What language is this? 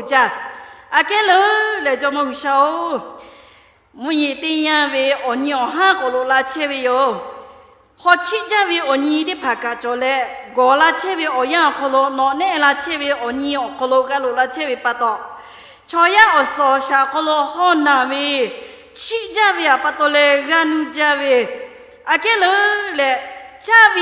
Lahu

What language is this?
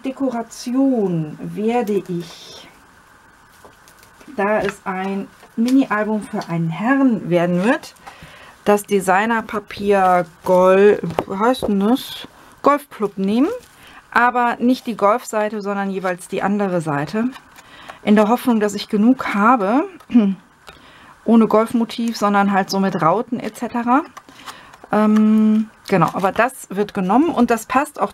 German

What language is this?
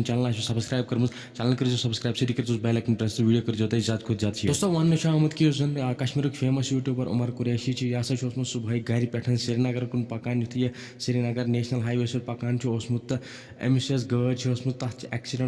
Kashmiri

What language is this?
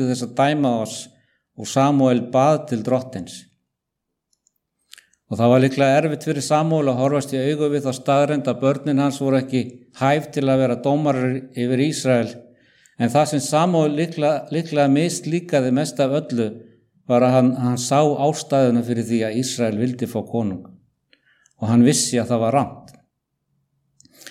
Icelandic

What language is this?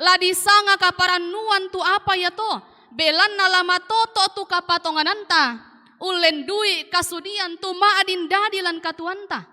Toraja-Sa'dan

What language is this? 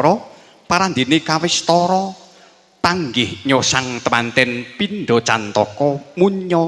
Javanese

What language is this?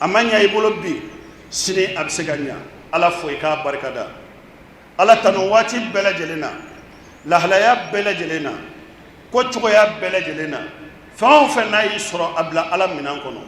Bambara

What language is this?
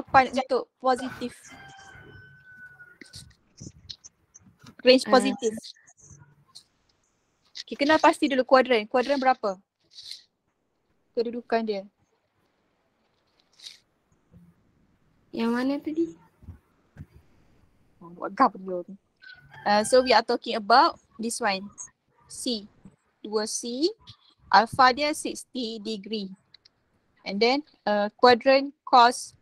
Malay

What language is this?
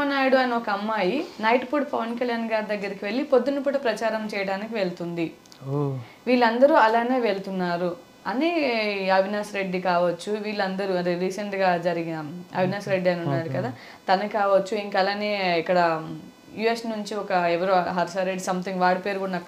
Telugu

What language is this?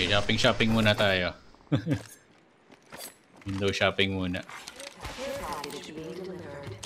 Filipino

